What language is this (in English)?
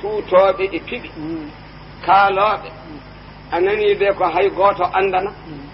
Fula